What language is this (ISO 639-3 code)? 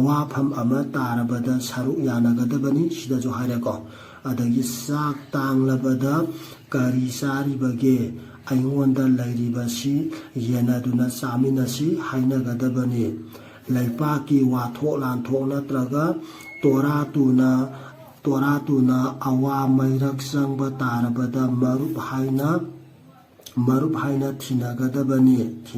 mni